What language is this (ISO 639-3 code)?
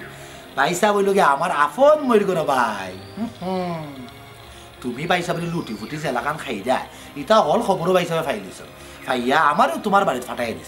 syl